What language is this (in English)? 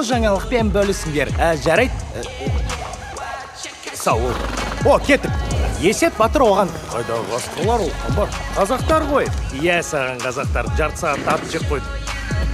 Kazakh